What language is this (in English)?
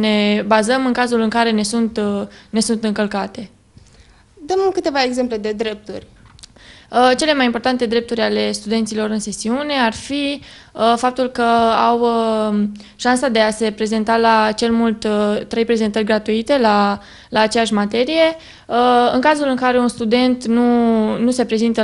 Romanian